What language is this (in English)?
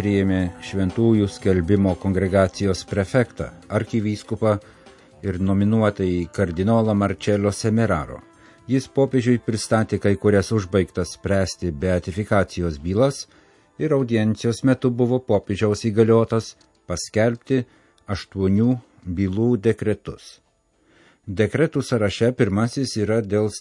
Lithuanian